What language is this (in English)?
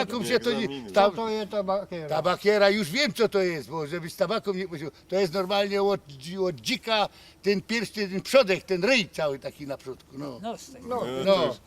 Silesian